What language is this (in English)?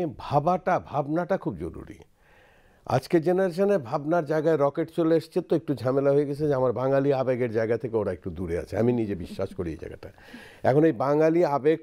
Bangla